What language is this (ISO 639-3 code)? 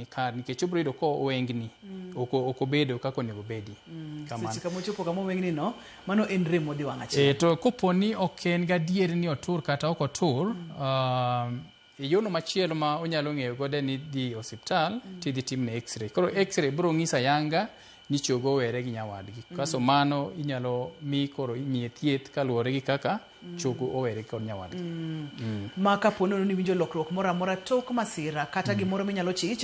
luo